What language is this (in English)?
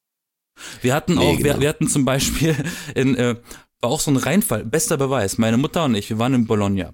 German